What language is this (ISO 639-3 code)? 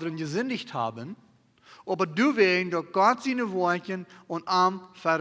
pdt